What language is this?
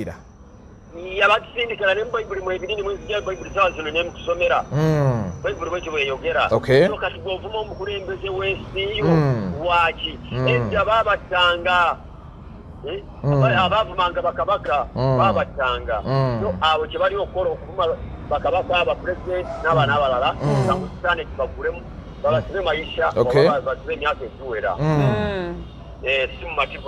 Ganda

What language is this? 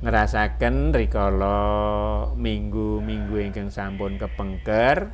Javanese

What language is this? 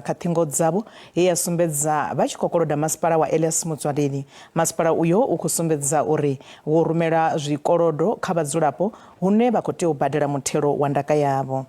Venda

